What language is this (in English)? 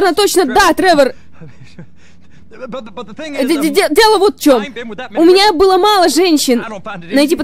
Russian